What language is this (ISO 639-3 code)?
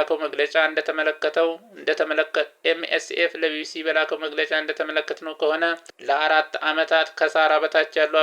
amh